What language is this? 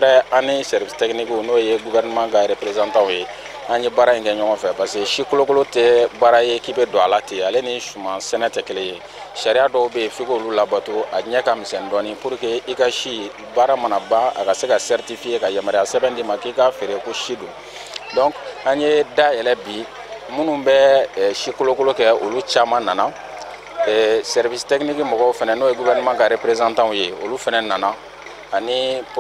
Bambara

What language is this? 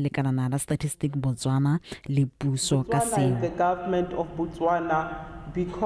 Tswana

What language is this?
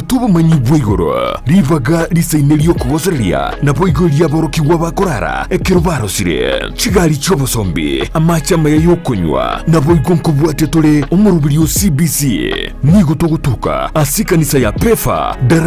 Gusii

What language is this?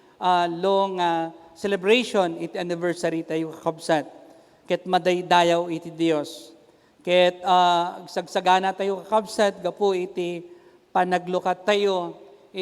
Iloko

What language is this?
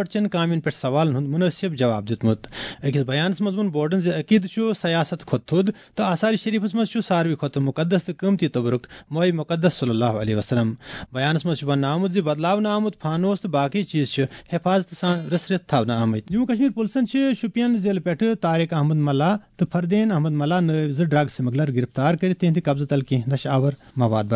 Kashmiri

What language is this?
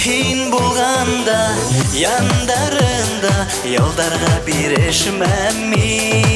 Bashkir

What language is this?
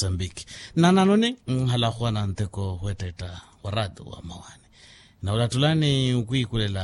Makhuwa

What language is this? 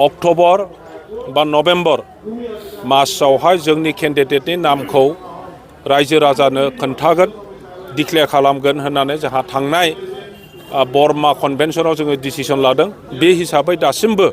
Bodo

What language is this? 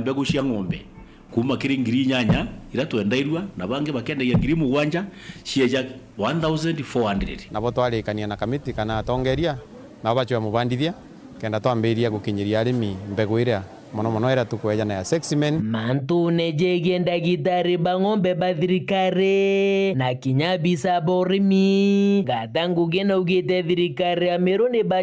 Meru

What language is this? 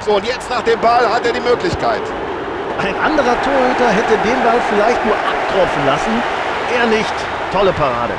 Bavarian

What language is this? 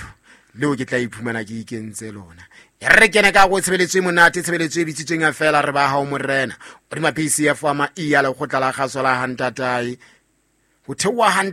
Southern Sotho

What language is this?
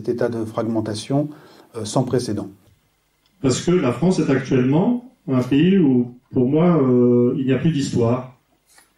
French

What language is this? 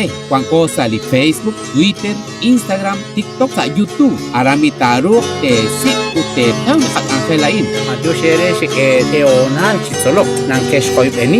Kekchí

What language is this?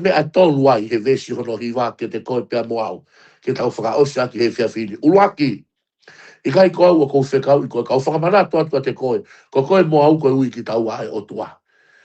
Tongan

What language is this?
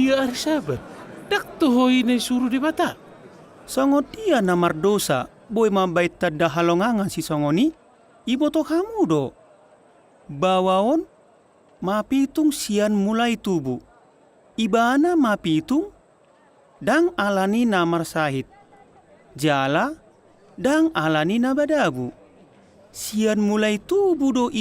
Batak Toba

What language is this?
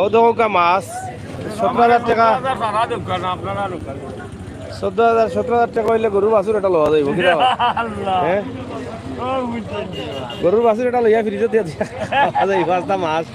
Sylheti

